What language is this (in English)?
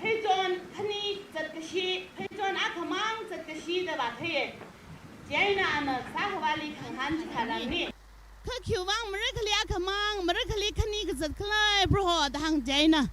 Tangkhul Naga (India)